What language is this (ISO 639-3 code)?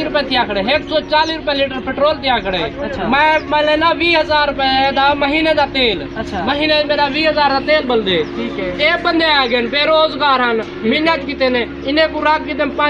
skr